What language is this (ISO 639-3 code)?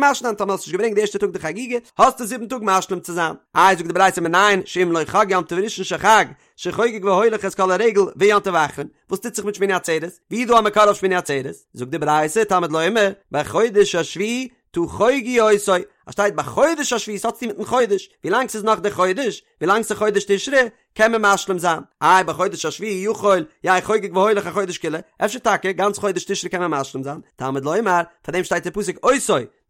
yid